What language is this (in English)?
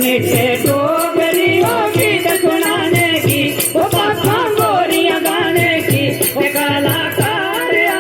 Dogri